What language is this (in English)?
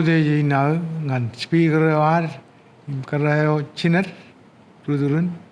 Marshallese